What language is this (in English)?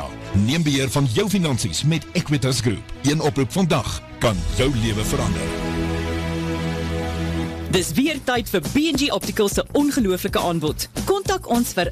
Afrikaans